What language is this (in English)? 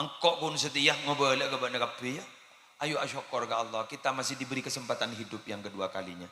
Madurese